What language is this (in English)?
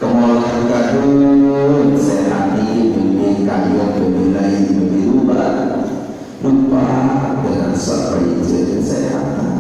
Sasak